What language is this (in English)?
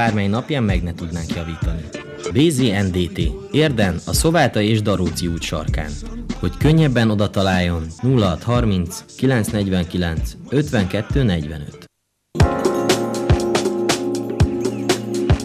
Hungarian